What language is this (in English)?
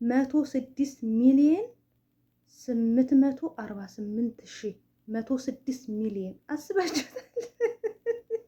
Amharic